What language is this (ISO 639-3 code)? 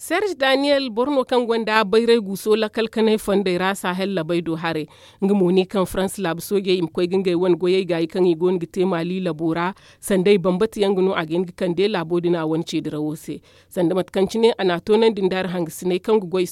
dje